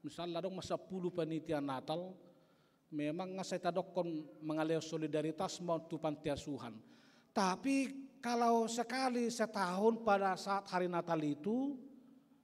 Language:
Batak Toba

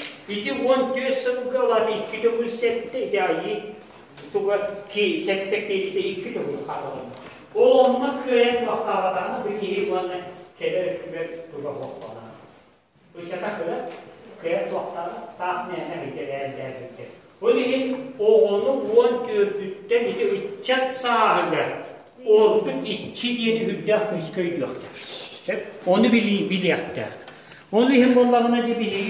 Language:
Yakut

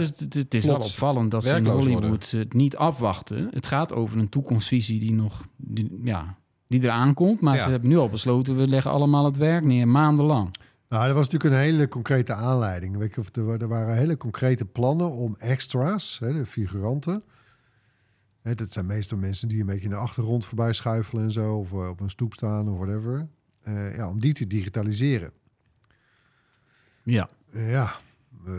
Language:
Dutch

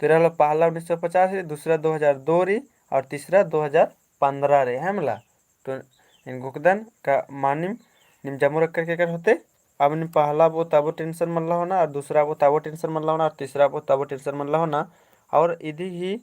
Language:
Kurukh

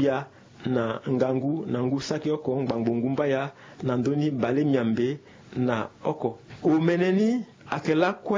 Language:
Sango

